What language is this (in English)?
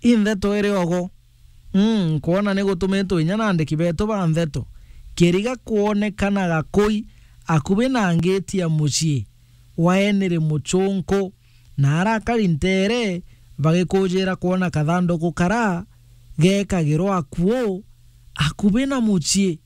Meru